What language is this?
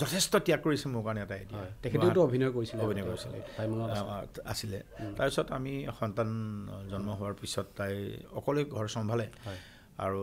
Assamese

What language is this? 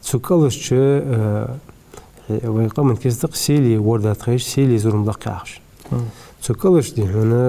Ingush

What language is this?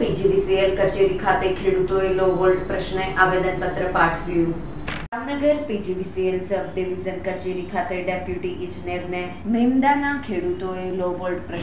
Gujarati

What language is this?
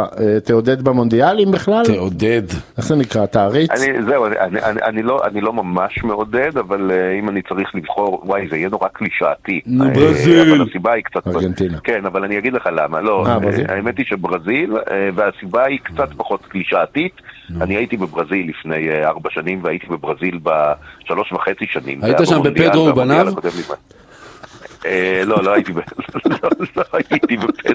Hebrew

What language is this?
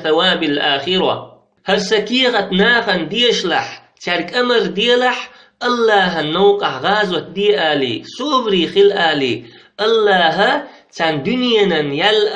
Chechen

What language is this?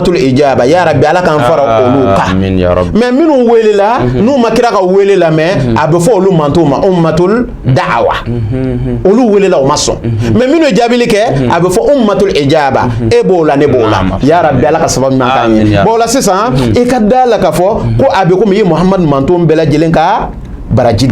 Bambara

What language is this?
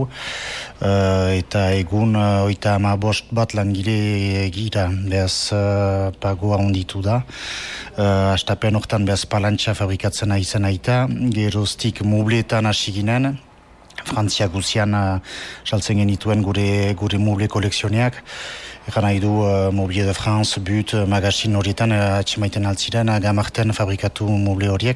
Basque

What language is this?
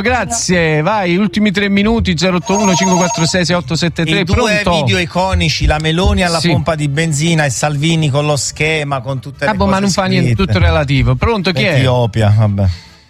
Italian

